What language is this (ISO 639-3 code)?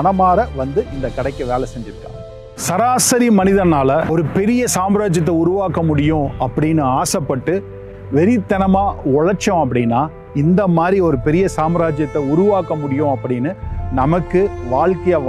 tam